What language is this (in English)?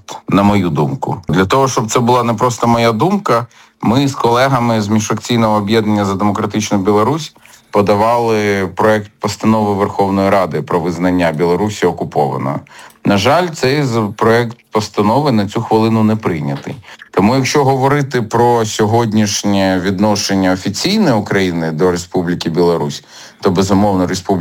Ukrainian